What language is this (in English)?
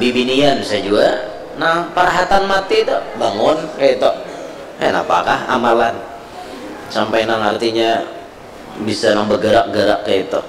Banjar